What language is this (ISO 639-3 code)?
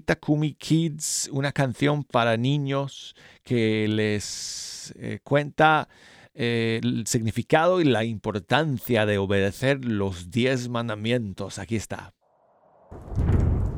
spa